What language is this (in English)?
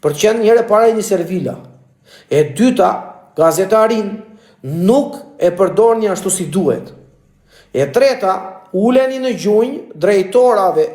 Albanian